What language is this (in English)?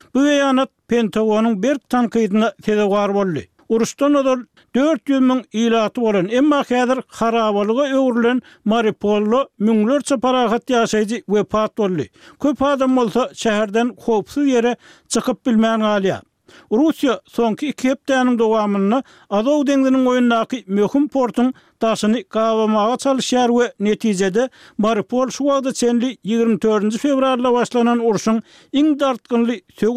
Turkmen